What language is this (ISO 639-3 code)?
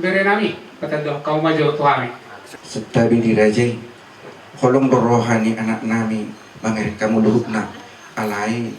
bbc